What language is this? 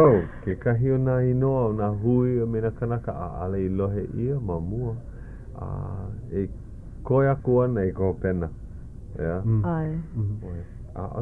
Hawaiian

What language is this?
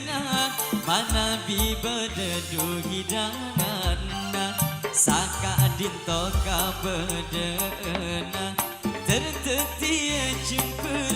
Madurese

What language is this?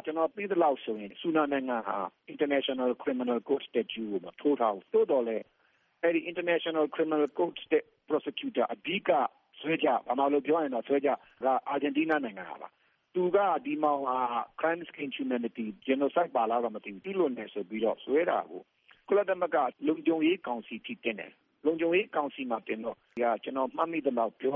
Burmese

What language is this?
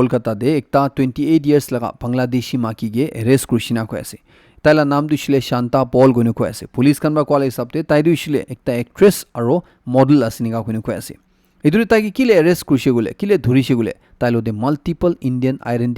Naga Pidgin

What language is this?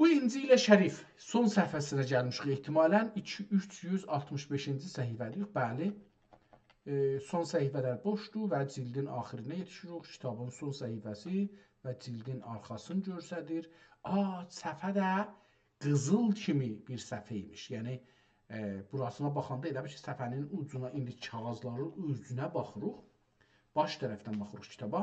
South Azerbaijani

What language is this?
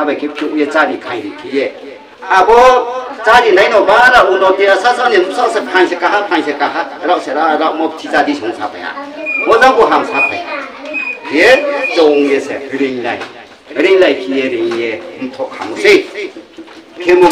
Riang (India)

